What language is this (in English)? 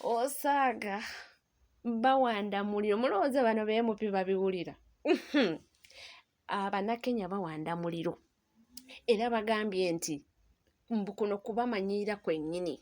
Ganda